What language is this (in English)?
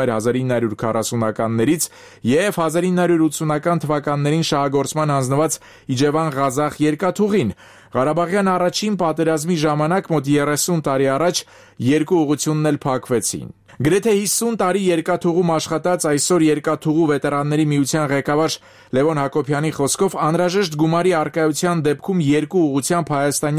Armenian